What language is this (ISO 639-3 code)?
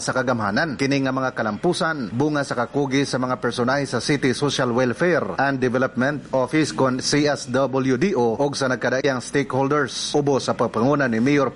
ceb